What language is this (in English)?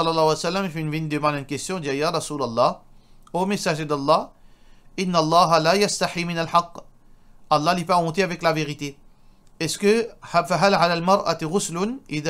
Morisyen